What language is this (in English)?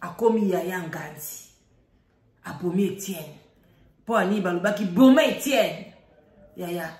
Lingala